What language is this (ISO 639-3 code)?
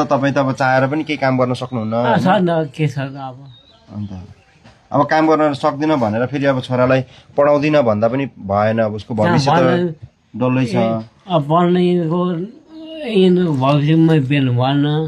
nep